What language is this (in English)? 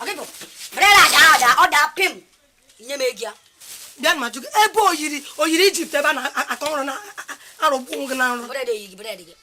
Igbo